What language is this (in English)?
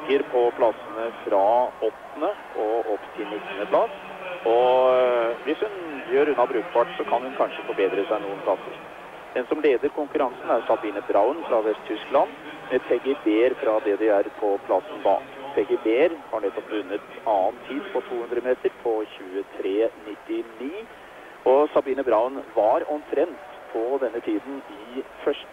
Norwegian